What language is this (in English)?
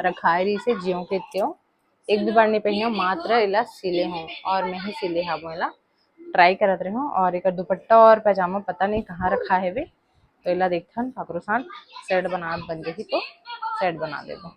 Chhattisgarhi